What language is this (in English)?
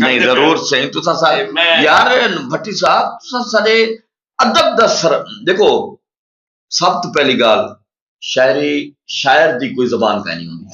Saraiki